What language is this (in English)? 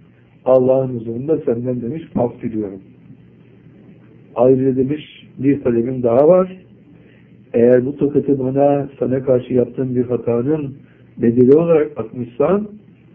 Turkish